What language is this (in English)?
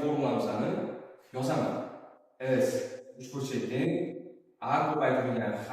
Uzbek